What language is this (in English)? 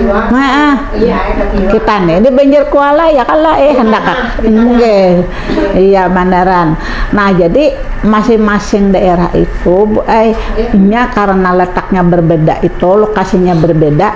Banjar